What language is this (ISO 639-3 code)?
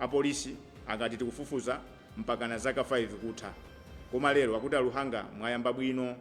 nya